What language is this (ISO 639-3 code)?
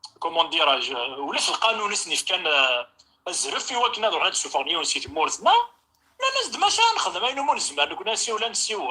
kab